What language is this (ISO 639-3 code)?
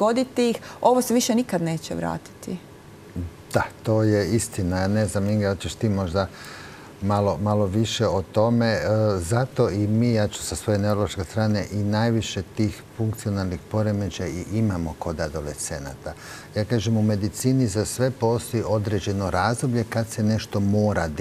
hrv